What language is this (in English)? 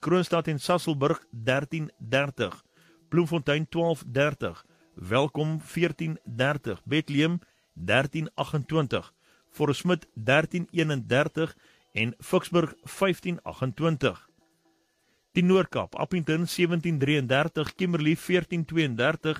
Afrikaans